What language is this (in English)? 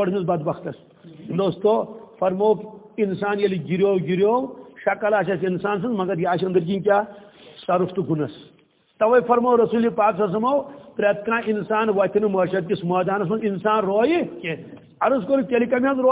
Kashmiri